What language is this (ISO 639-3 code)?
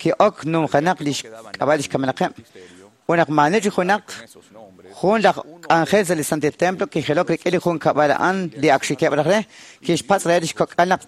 kek